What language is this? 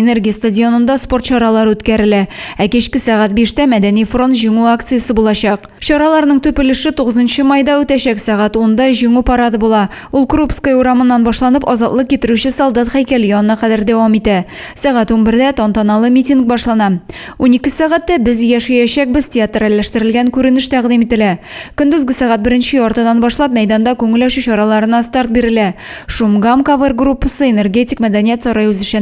Tatar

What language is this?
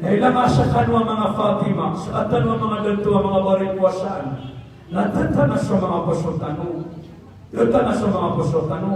Maranao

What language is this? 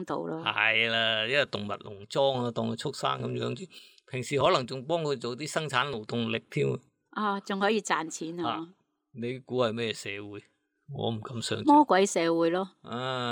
Cantonese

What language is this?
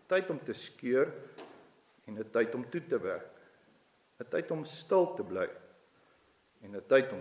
Afrikaans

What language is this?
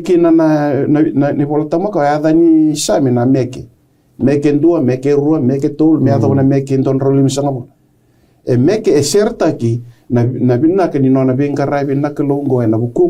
Fijian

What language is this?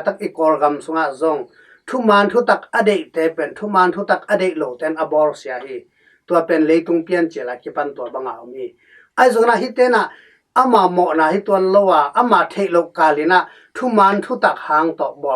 Tedim Chin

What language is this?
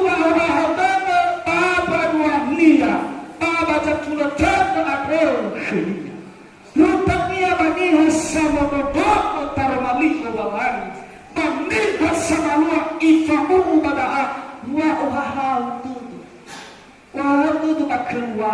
Nias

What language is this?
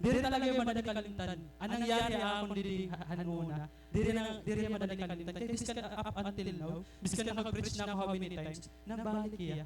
Waray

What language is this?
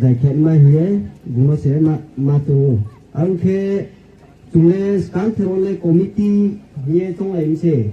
Riang (India)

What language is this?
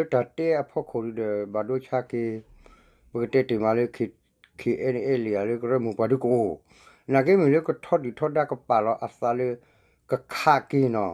S'gaw Karen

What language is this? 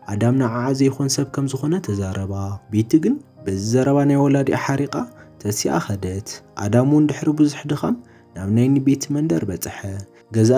Tigrinya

